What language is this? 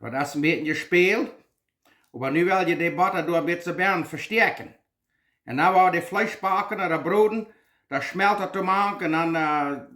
Plautdietsch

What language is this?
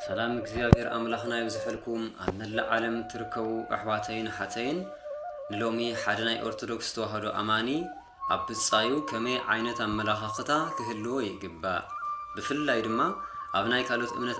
Tigrinya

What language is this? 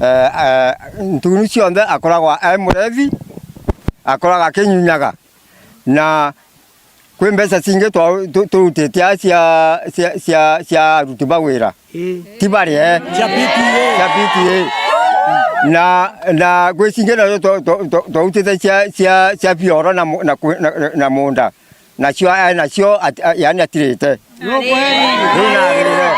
Meru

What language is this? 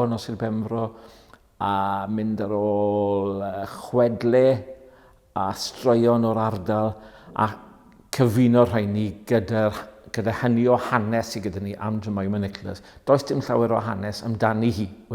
Welsh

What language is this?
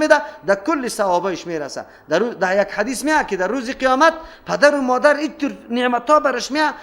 Persian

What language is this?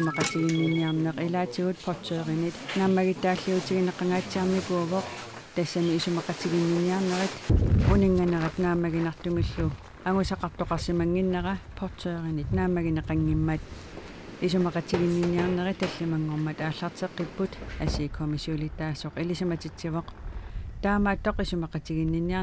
Kalaallisut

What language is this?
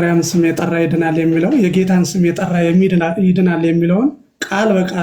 Amharic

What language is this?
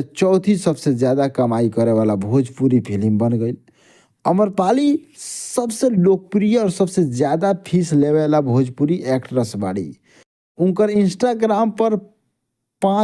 Bhojpuri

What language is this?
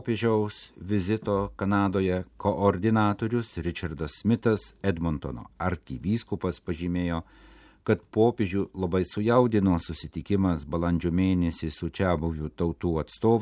Lithuanian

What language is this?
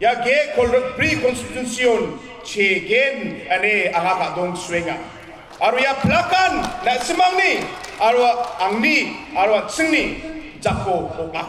Garo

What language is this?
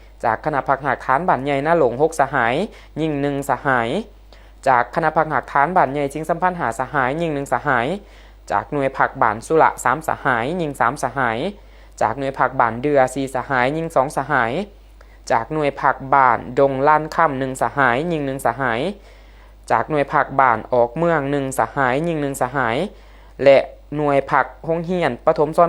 Lao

